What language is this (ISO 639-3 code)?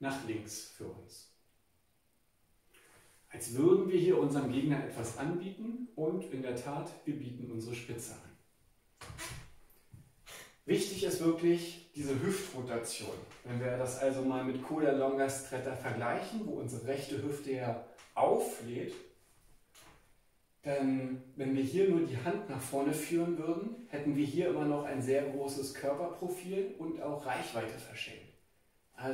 deu